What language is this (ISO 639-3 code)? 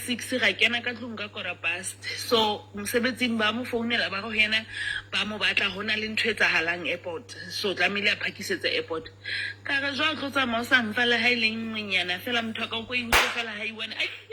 sot